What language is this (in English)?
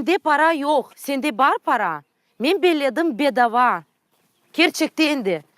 Crimean Tatar